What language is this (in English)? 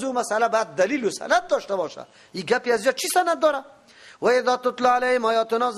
Persian